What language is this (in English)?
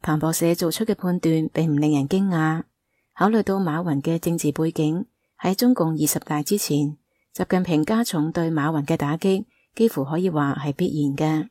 Cantonese